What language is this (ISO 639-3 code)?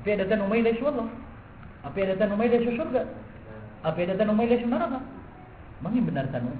mrw